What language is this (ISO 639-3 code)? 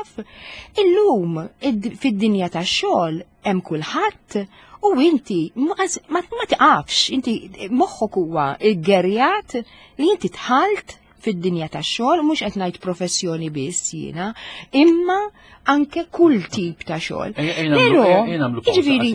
mlt